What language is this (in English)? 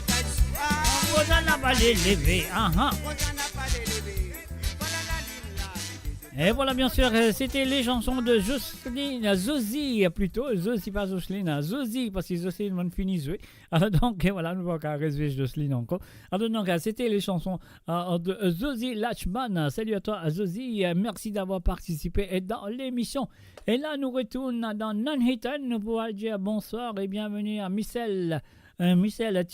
Morisyen